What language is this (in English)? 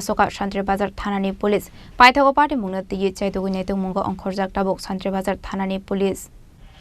Kok Borok